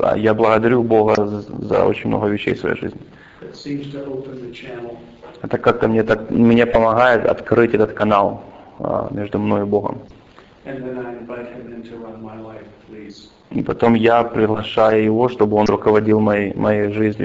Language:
Russian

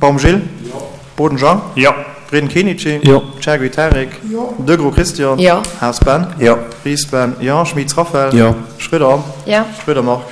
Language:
Luxembourgish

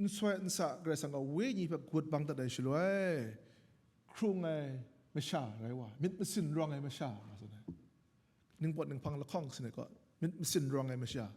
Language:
Kachin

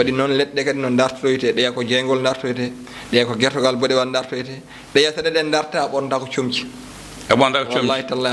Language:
Fula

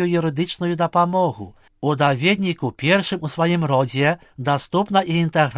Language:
Belarusian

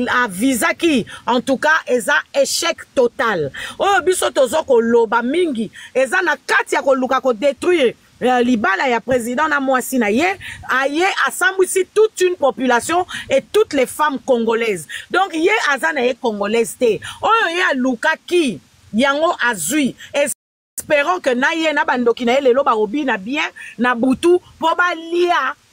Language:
Lingala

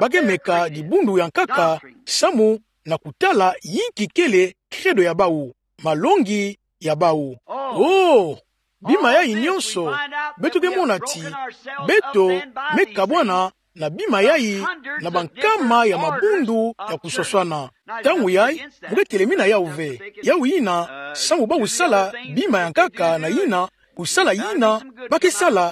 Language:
Kituba (Democratic Republic of Congo)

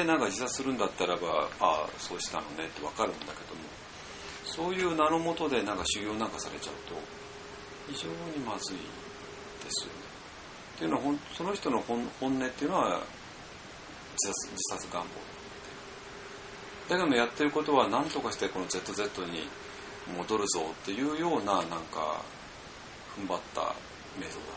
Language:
Japanese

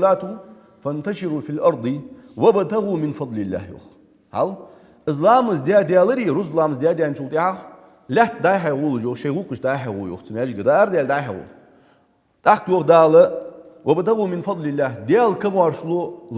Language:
Ingush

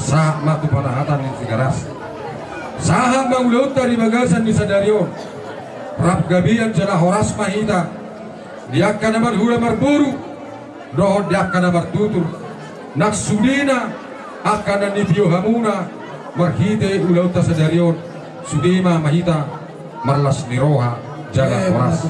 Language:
Batak Toba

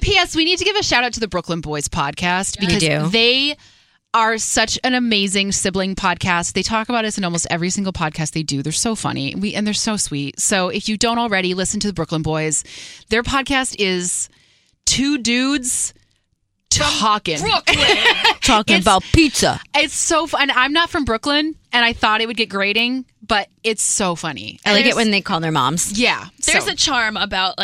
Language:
English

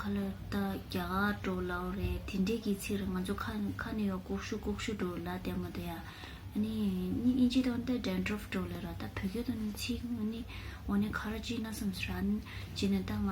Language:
Tibetan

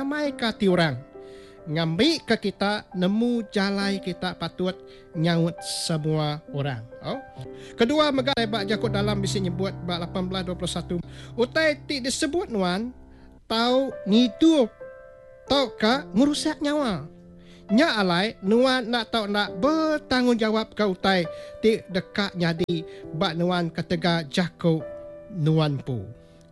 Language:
Iban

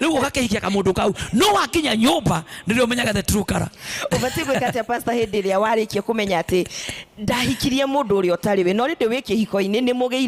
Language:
Kikuyu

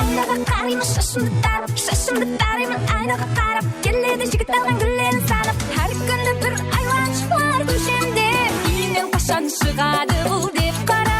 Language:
Kara-Kalpak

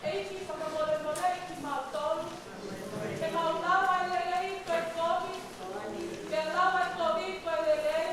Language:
Tongan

